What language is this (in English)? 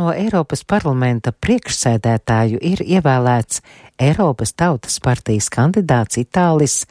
Latvian